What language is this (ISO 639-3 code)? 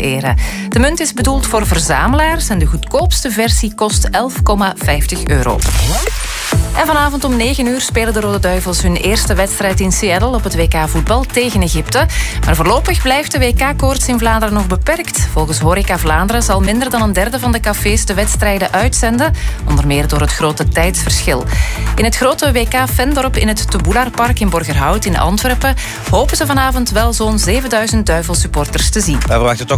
nld